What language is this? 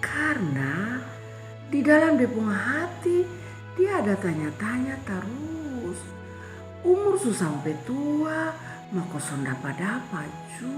Kupang Malay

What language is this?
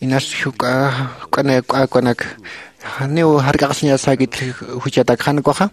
Aymara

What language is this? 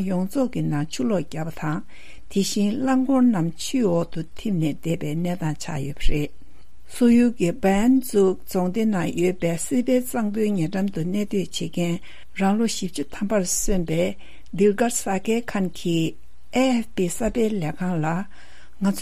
Tibetan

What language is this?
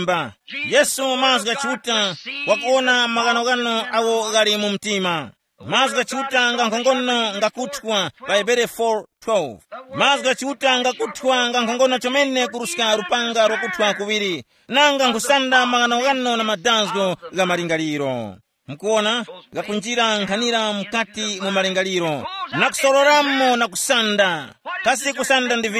Tumbuka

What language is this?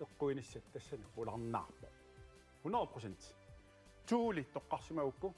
Kalaallisut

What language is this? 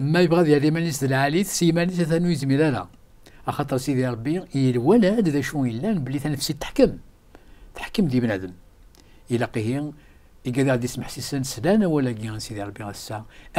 Kabyle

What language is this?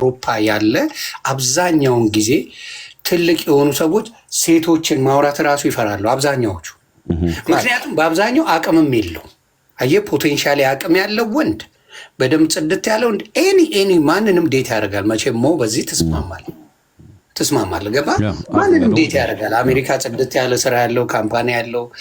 Amharic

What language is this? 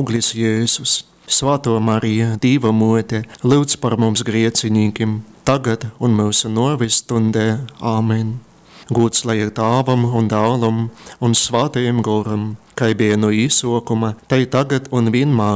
Latgalian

